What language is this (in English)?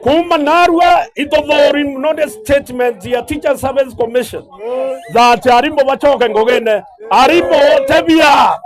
Meru